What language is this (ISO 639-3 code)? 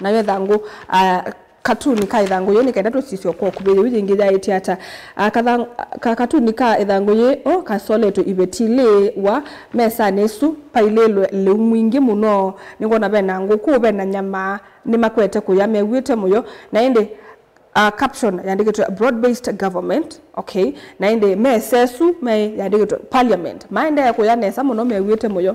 kam